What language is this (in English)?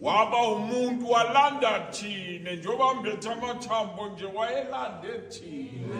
Zulu